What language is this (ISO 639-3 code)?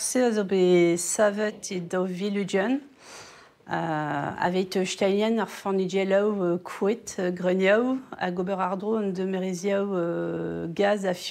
bre